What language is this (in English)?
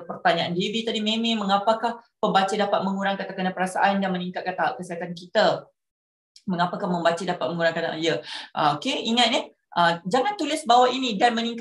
Malay